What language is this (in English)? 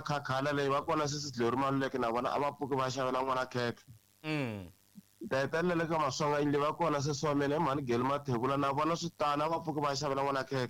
Tsonga